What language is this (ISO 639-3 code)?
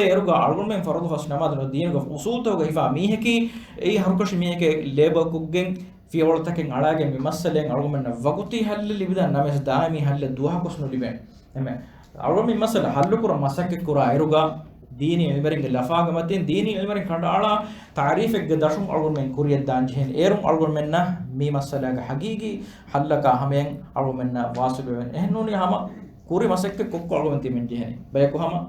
div